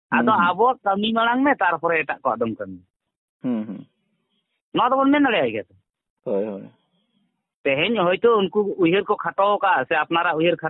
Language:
Santali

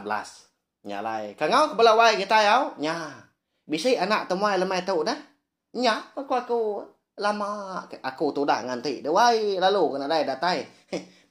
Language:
Iban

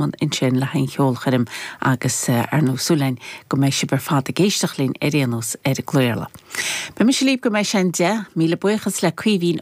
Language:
Irish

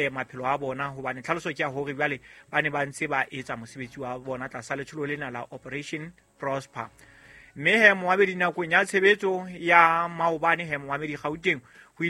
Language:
Southern Sotho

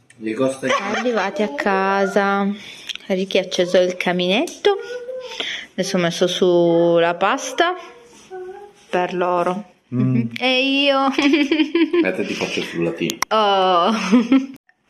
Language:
Italian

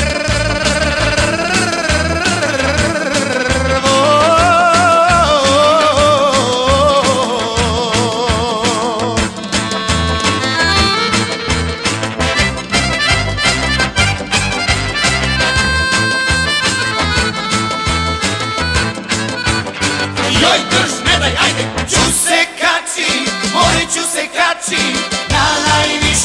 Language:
Serbian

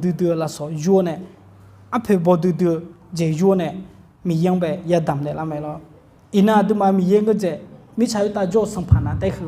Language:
Akha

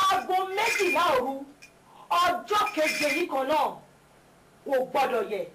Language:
Yoruba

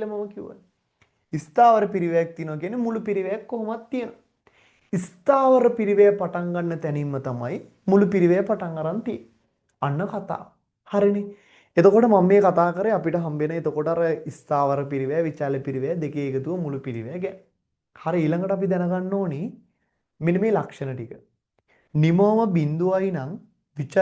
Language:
Sinhala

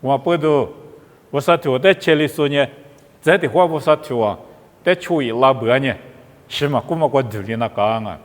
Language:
Lisu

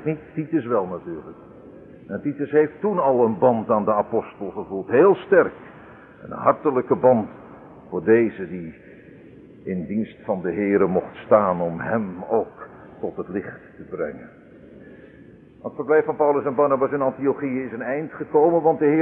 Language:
Dutch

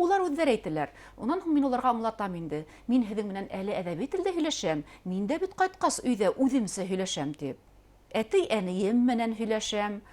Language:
Bashkir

